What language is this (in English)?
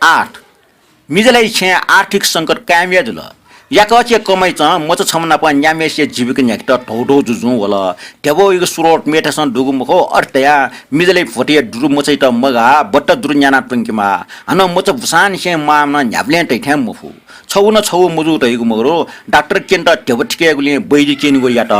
Newari